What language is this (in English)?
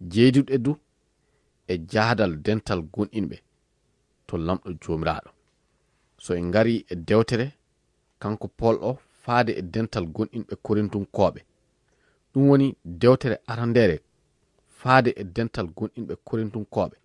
Fula